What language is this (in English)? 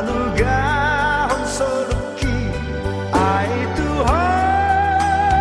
Batak Toba